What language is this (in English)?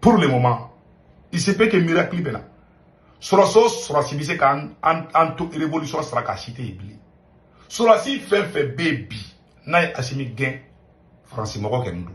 Bambara